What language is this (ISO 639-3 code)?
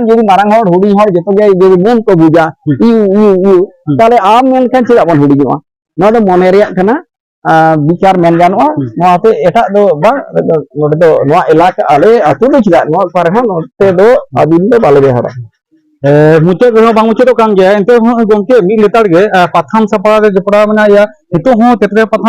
sat